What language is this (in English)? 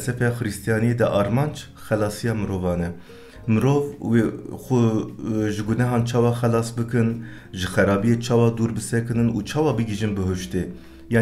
Kurdish